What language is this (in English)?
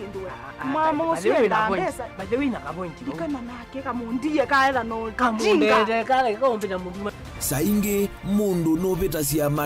Kamba